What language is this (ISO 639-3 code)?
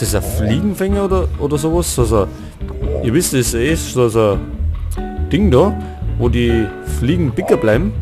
bar